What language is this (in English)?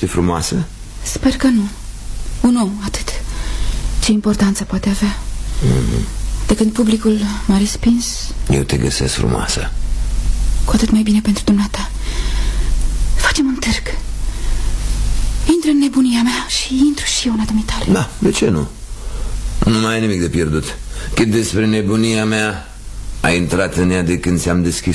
Romanian